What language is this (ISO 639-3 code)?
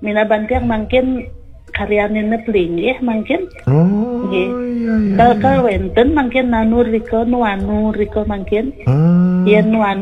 ban